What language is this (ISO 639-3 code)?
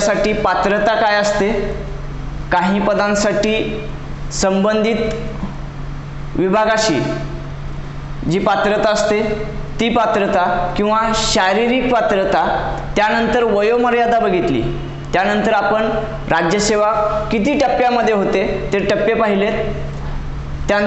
mar